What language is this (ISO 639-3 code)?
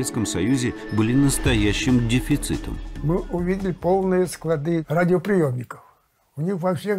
rus